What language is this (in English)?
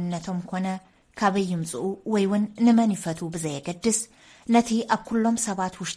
Tigrinya